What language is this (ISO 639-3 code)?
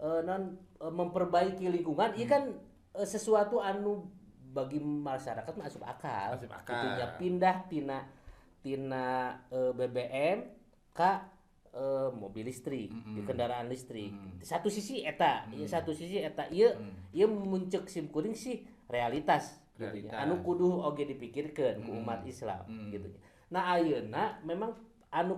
sun